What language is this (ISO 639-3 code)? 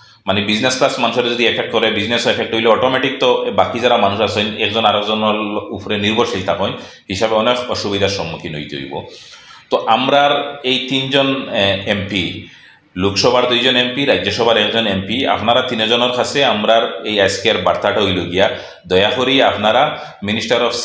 syl